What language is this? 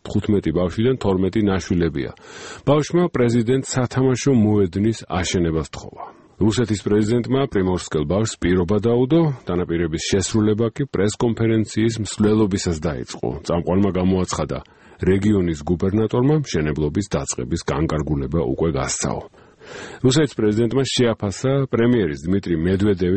Georgian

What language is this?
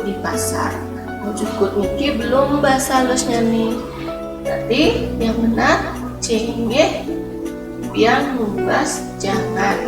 Balinese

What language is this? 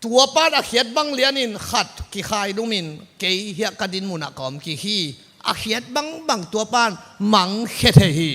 Tedim Chin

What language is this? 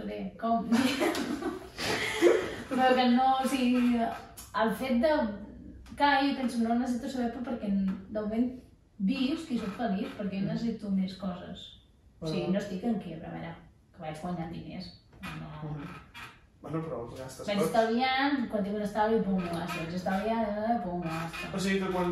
Catalan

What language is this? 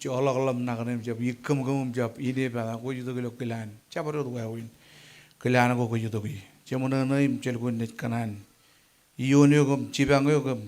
Marshallese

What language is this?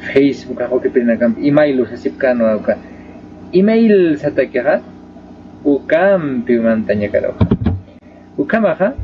Aymara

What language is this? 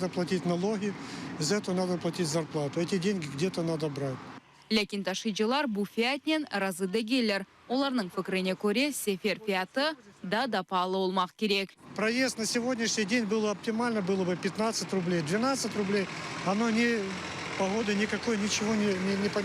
Crimean Tatar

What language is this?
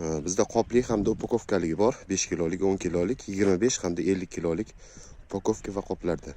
Uzbek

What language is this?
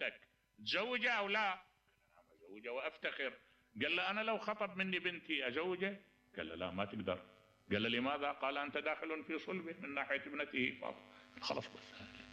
Mesopotamian Arabic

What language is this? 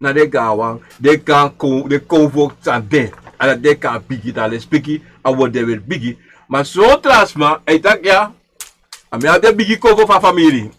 Sranan Tongo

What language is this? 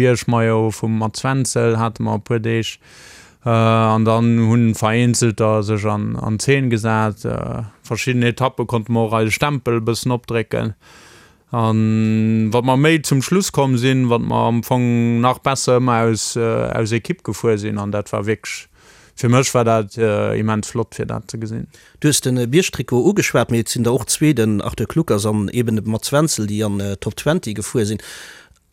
Luxembourgish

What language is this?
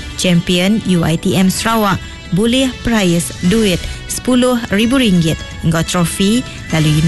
Iban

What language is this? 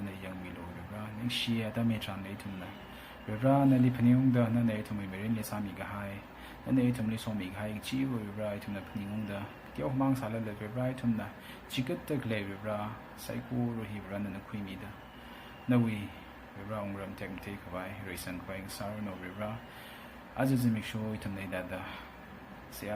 Tangkhul Naga (India)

